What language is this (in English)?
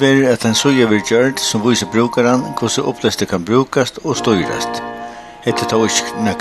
Faroese